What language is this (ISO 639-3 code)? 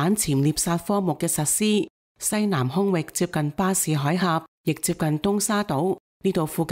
yue